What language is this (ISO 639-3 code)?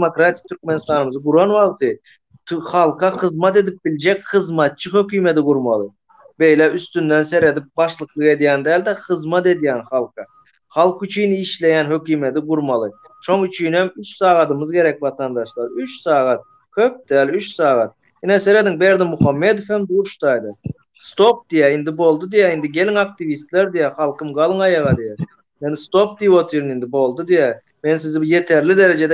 tuk